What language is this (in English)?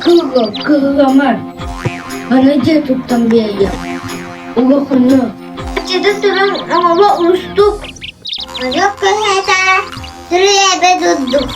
Yakut